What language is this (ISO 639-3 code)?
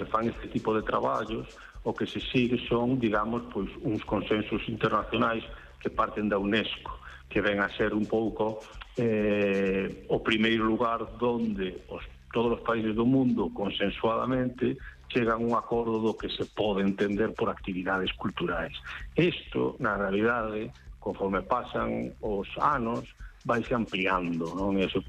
glg